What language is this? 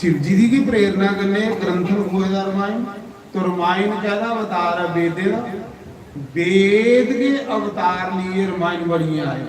Dogri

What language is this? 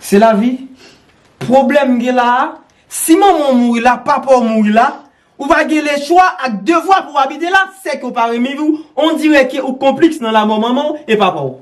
Haitian Creole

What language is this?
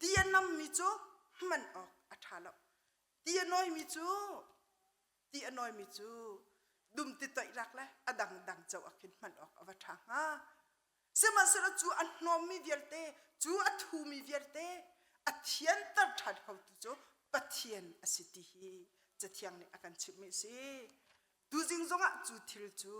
Hakha Chin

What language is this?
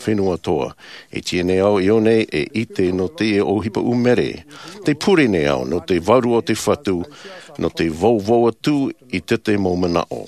Tahitian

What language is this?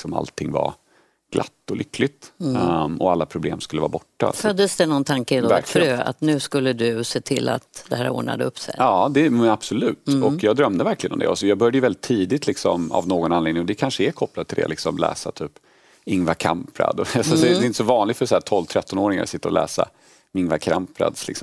Swedish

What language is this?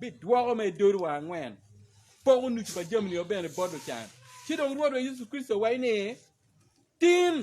Acoli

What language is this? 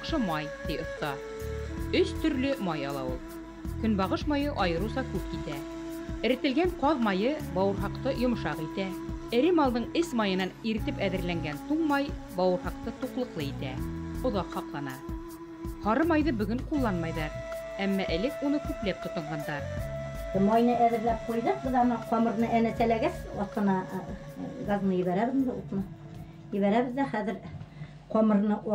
Bashkir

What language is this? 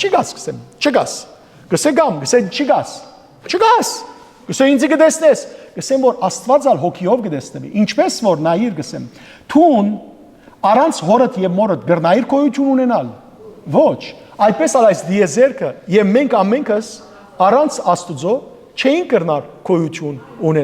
Western Armenian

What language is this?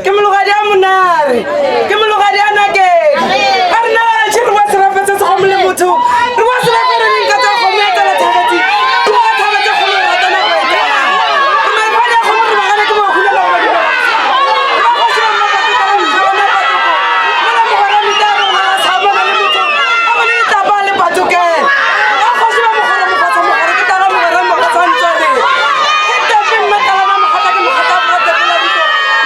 Northern Sotho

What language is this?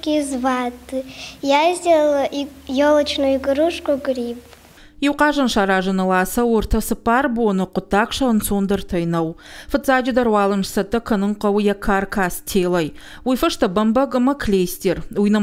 Ossetic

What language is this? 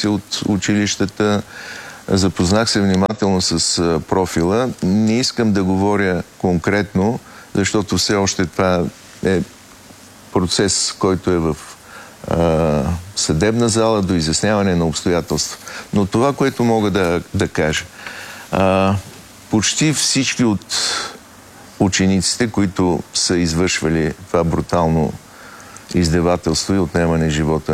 Bulgarian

